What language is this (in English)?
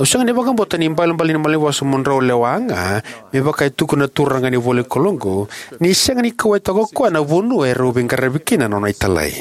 Fijian